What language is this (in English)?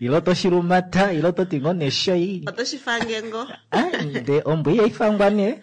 Kuanyama